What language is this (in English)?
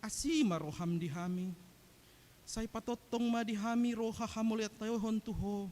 Batak Toba